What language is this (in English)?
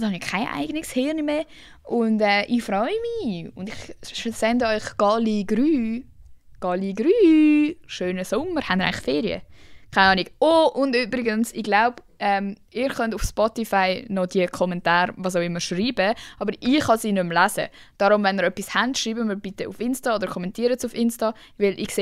Swiss German